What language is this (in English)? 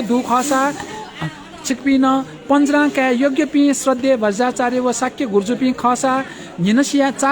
Newari